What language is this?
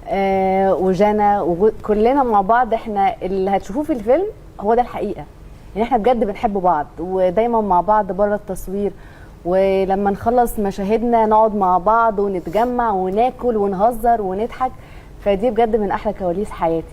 Egyptian Arabic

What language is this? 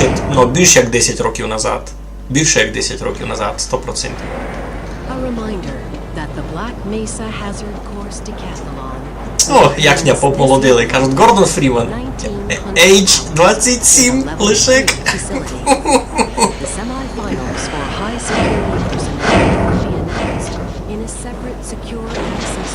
Rusyn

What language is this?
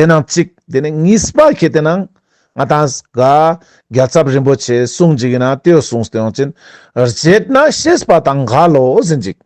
Ladakhi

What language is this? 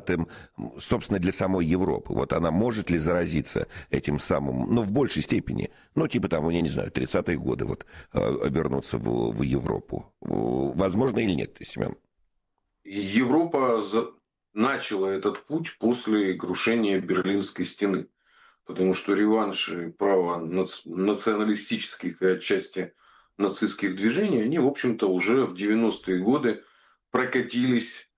Russian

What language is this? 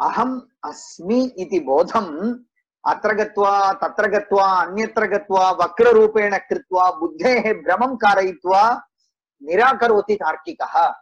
Sanskrit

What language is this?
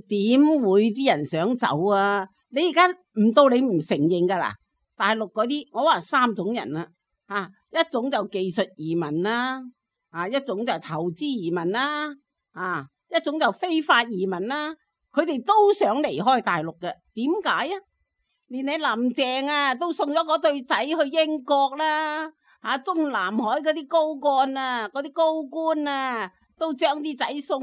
Cantonese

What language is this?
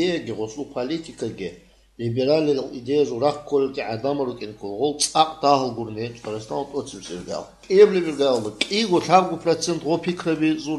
Avaric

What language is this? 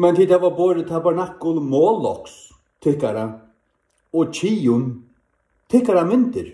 Faroese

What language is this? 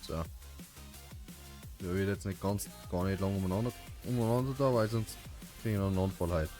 Bavarian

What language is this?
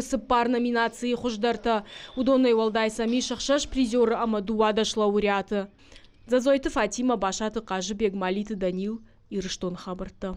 Ossetic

